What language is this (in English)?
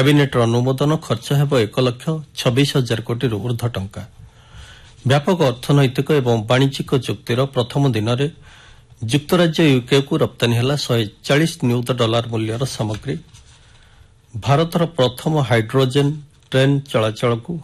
Odia